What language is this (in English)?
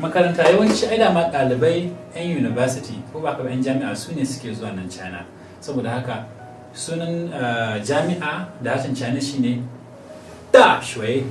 Hausa